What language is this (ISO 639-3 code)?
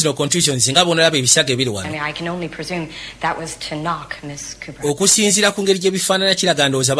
lug